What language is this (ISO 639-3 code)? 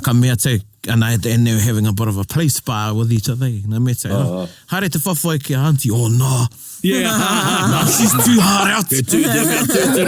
mri